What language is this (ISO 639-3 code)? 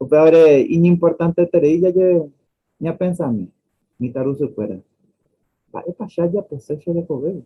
grn